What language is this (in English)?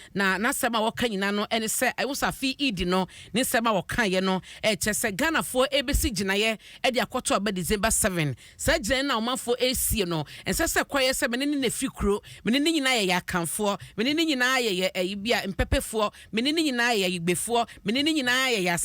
Akan